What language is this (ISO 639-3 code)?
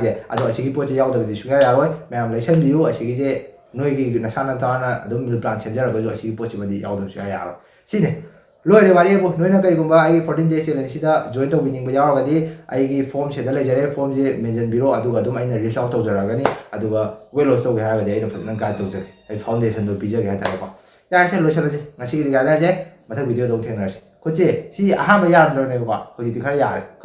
mni